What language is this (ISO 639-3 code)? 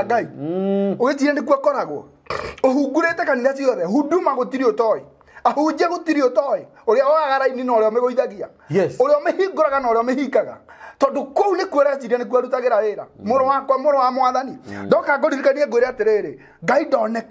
kik